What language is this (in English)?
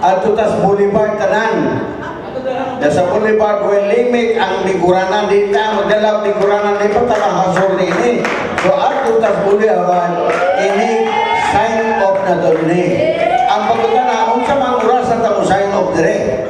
Cebuano